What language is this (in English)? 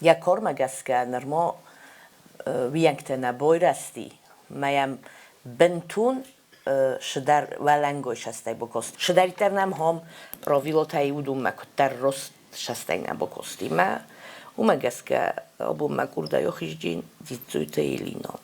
Ossetic